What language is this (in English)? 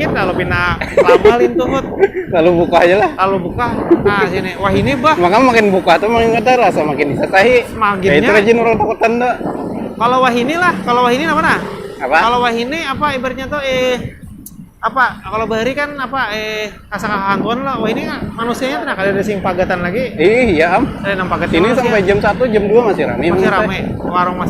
Banjar